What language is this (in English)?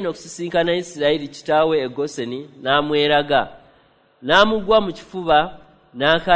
Ganda